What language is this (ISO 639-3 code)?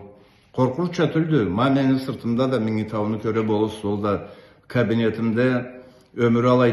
krc